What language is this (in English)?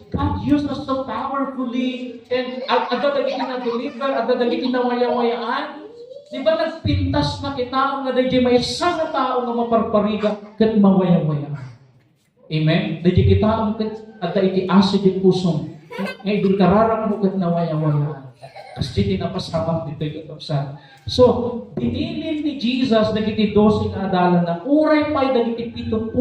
Iloko